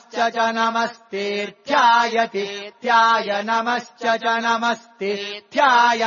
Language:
Sanskrit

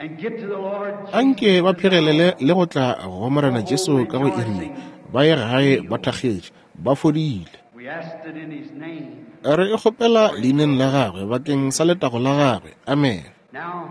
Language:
Northern Sotho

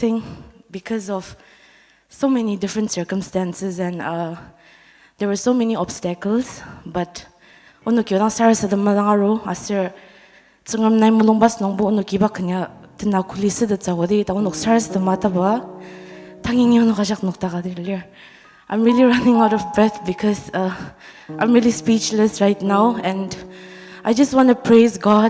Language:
Ao Naga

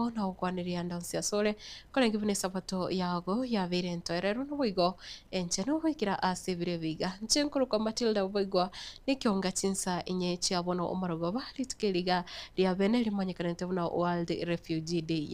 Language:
Gusii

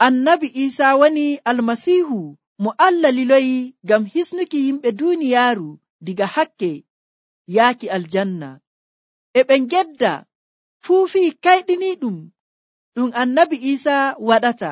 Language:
Nigerian Fulfulde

